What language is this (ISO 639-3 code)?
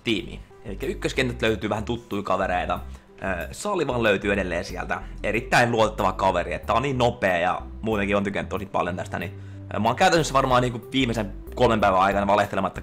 fin